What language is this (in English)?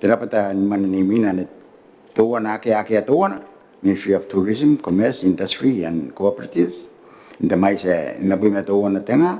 Gilbertese